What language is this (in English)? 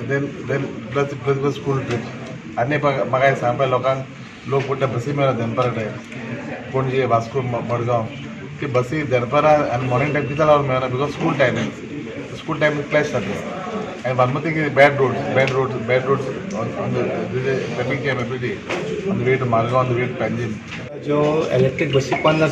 Konkani